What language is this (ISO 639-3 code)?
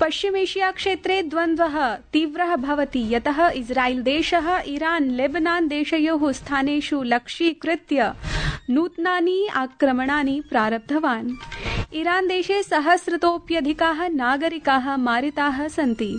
san